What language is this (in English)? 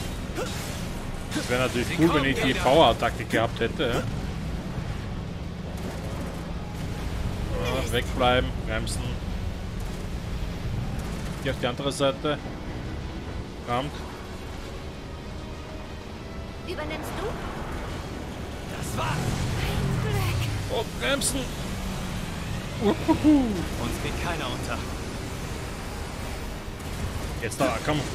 German